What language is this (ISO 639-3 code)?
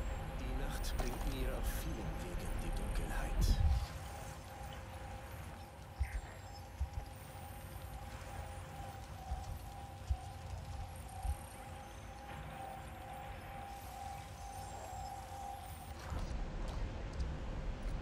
deu